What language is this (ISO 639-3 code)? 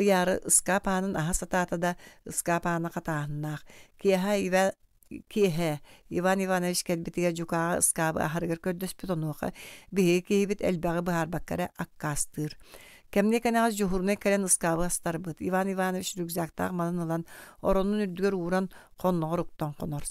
sah